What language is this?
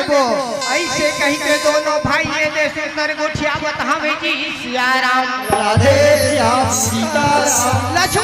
Chhattisgarhi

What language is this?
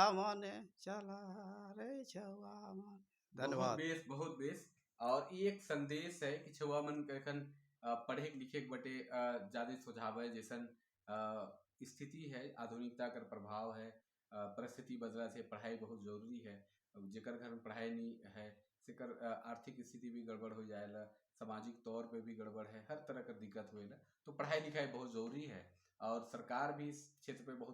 Sadri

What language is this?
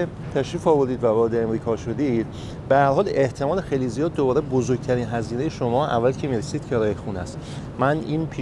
Persian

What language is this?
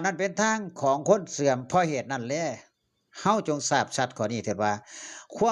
Northeastern Thai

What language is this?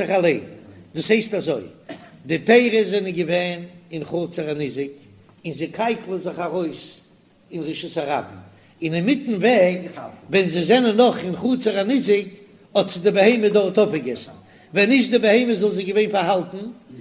Yiddish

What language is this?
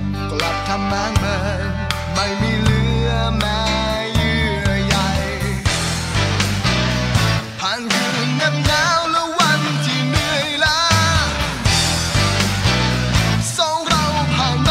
Thai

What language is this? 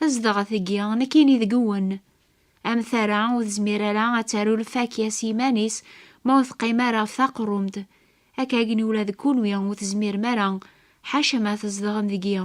Kabyle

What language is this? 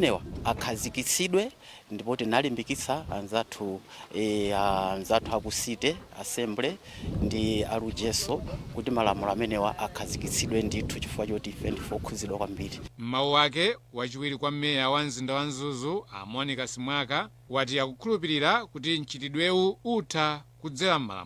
Nyanja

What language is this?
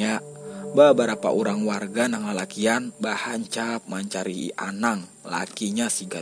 Banjar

